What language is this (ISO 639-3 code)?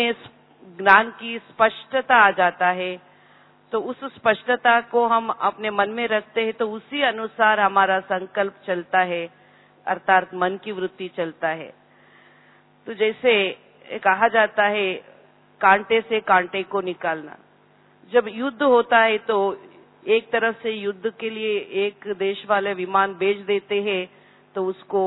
hin